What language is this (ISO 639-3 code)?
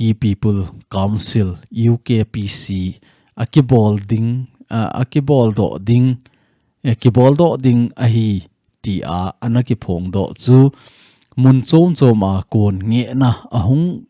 tcz